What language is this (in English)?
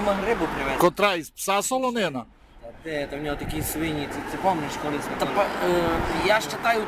Rusyn